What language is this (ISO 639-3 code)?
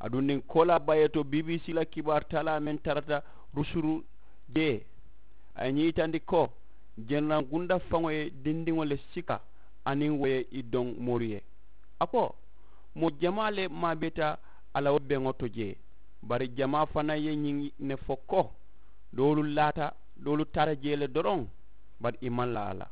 man